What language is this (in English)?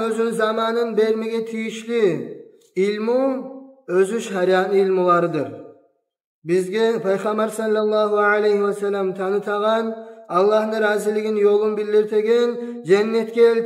Kumyk